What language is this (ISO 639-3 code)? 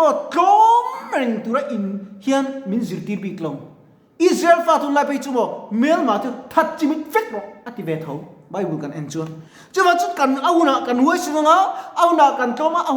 lus